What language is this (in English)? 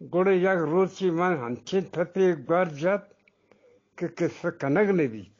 Eastern Balochi